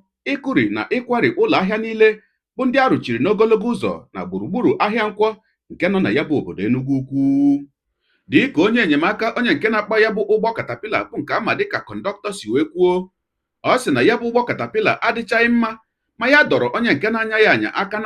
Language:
Igbo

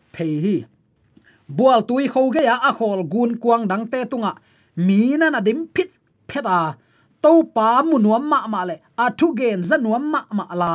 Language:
Tedim Chin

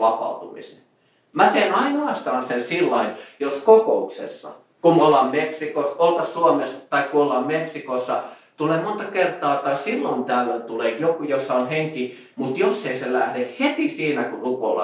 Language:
Finnish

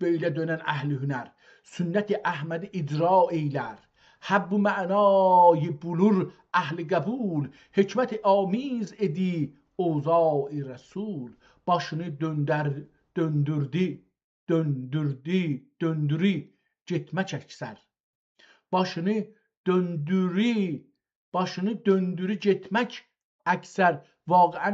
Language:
South Azerbaijani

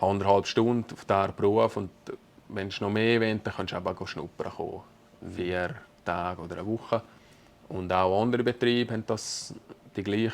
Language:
Swiss German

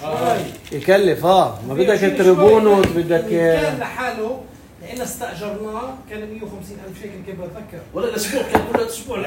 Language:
North Levantine Arabic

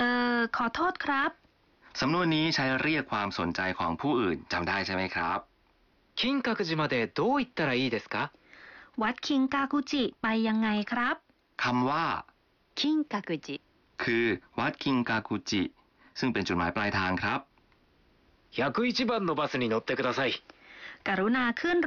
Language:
Thai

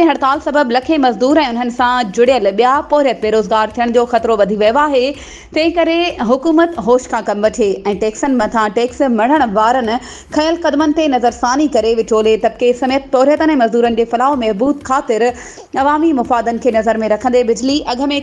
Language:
Sindhi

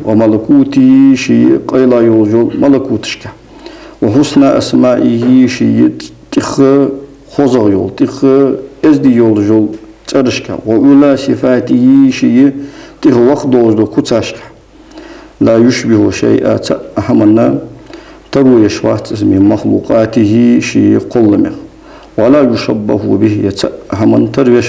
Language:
Ingush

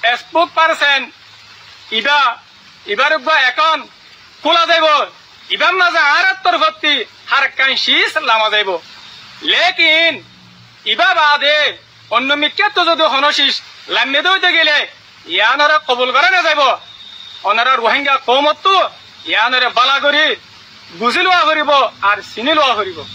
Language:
Rohingya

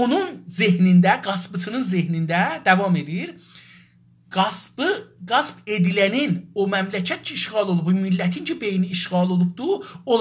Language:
South Azerbaijani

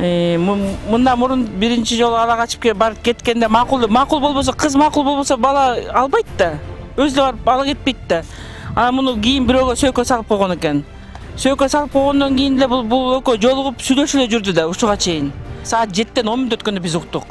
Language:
Kyrgyz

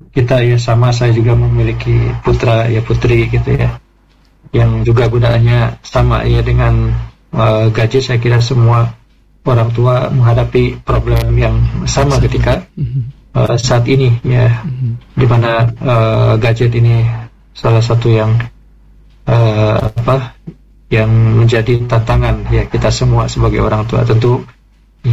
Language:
Indonesian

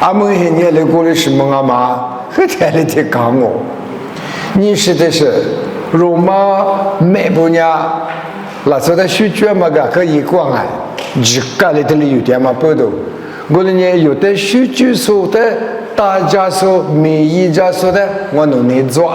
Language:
Lisu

